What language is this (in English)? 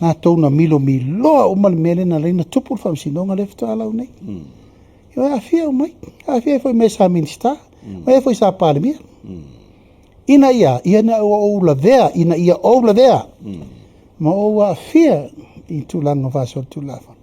Samoan